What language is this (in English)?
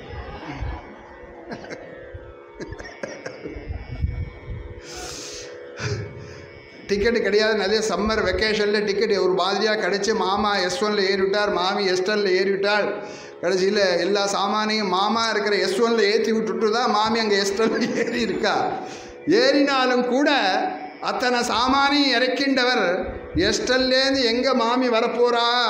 Tamil